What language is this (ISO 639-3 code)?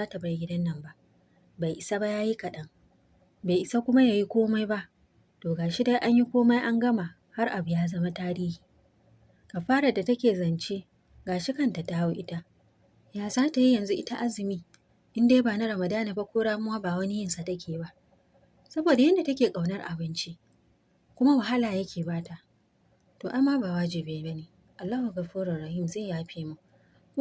hau